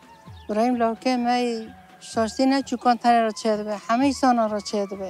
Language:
Kurdish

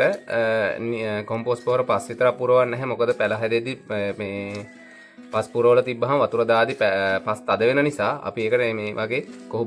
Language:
Sinhala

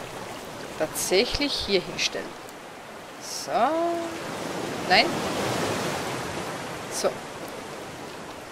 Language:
German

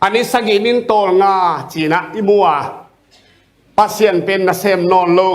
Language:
Tedim Chin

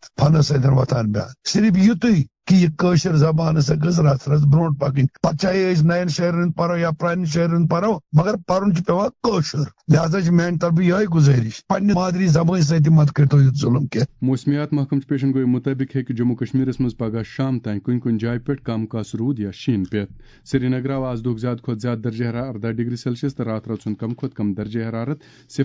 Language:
Kashmiri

